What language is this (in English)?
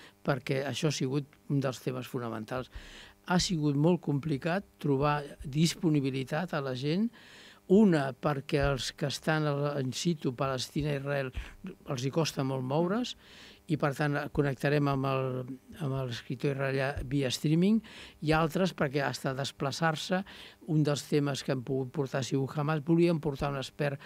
Catalan